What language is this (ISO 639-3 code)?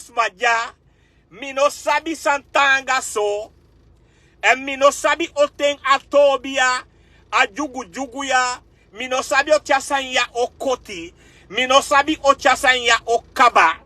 srn